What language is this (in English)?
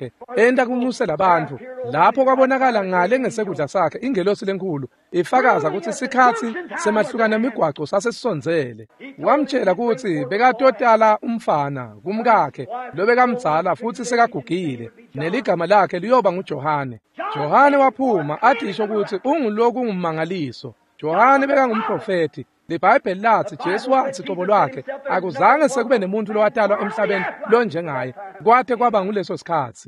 Swati